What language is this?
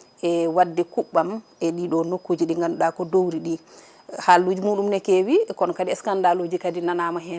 Fula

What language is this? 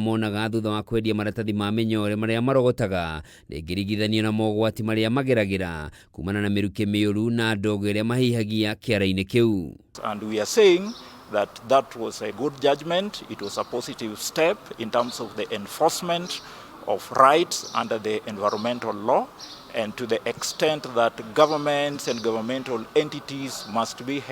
Kikuyu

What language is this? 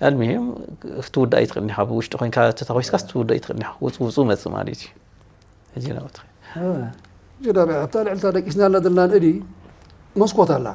Tigrinya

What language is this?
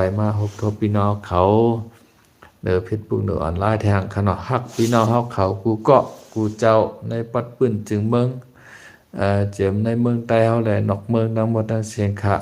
Shan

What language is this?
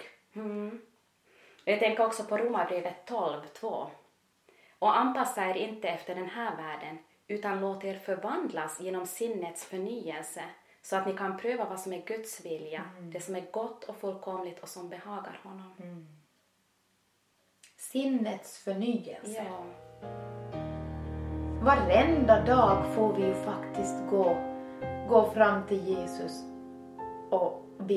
Swedish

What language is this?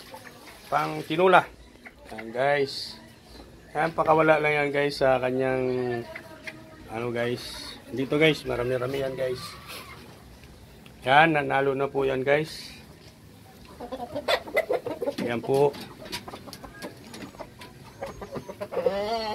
Filipino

